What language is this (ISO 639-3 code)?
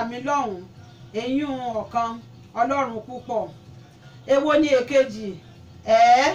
yor